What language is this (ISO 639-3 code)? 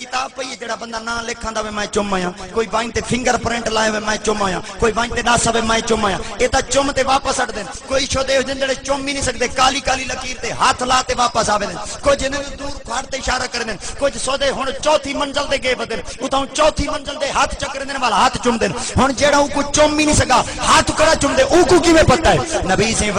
skr